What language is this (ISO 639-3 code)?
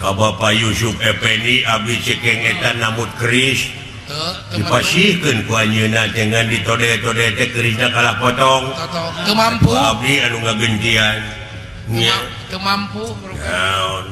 sun